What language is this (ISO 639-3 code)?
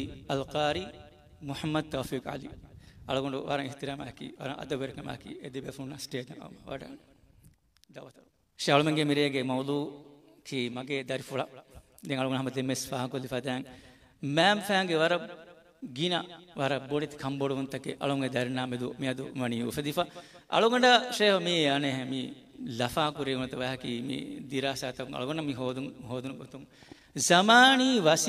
div